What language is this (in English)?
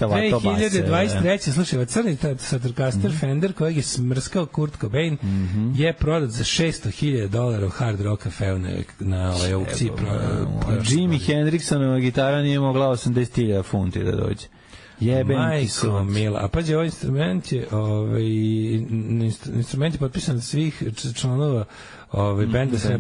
Serbian